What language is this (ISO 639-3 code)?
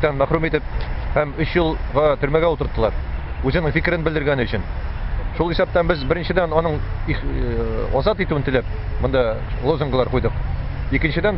tat